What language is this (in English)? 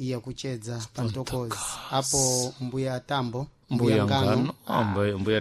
Sena